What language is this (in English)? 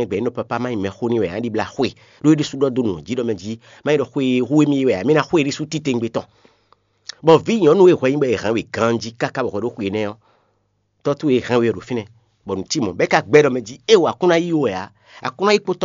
Fon